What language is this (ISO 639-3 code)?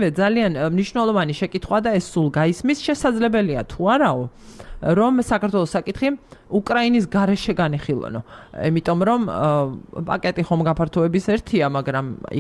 kat